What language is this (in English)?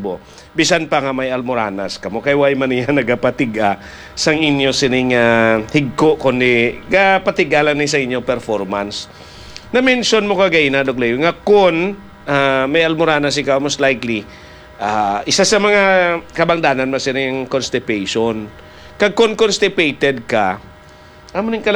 Hiligaynon